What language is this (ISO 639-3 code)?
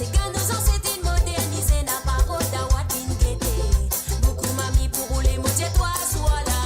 mfe